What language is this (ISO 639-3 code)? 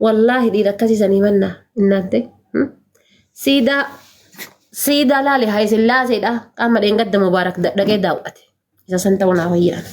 orm